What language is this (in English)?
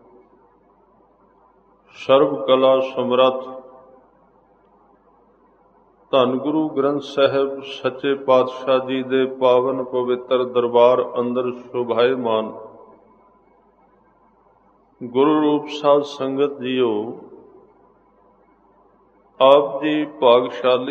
Punjabi